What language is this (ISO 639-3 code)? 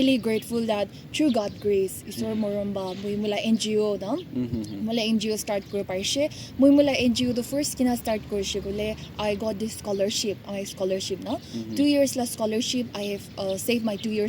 nag